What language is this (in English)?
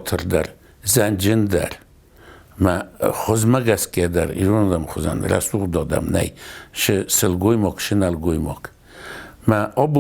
Ossetic